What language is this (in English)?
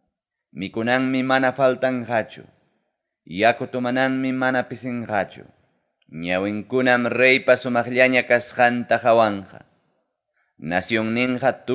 Ayacucho Quechua